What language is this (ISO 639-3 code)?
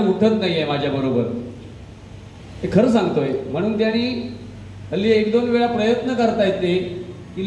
mar